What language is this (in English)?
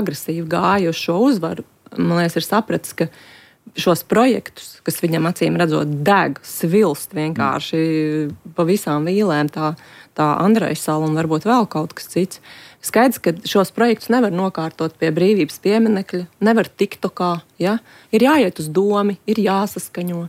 Latvian